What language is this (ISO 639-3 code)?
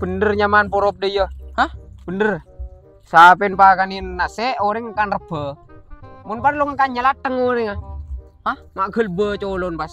mad